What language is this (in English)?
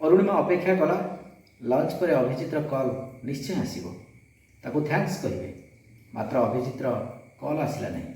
Odia